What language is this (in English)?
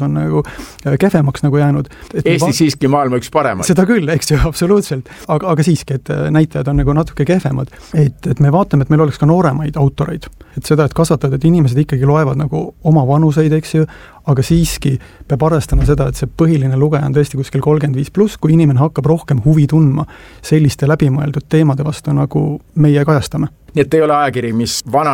Estonian